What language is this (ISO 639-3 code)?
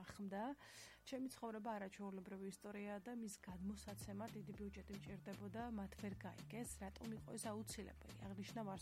kat